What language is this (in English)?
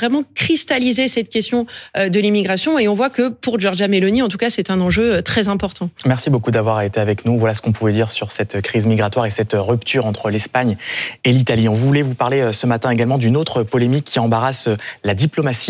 French